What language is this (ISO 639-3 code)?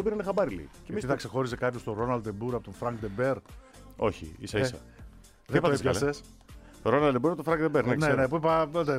ell